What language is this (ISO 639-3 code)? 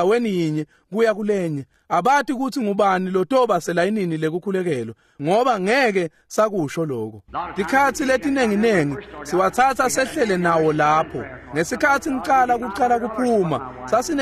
ssw